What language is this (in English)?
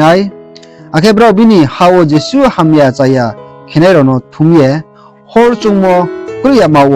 Riang (India)